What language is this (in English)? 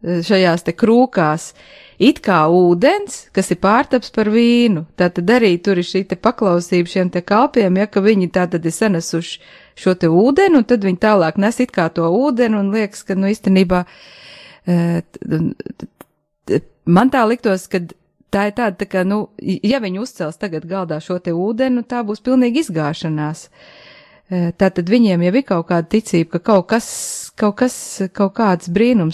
Latvian